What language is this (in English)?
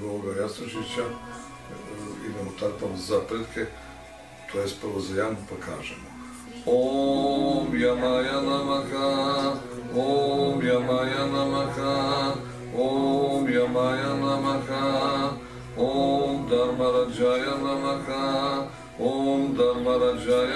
Croatian